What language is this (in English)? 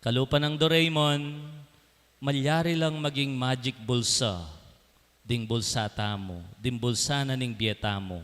Pampanga